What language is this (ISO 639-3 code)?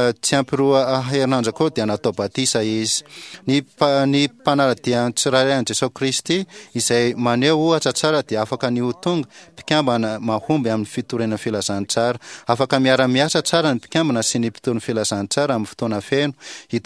mlg